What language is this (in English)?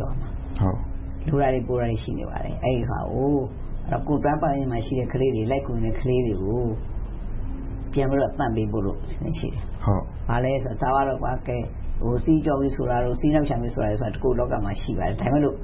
Burmese